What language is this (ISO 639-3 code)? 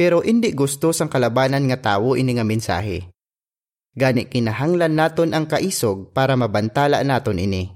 hil